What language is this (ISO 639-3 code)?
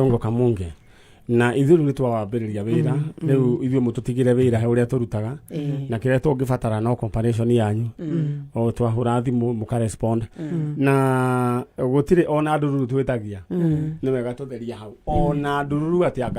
kik